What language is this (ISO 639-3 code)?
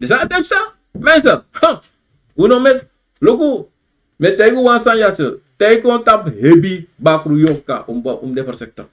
srn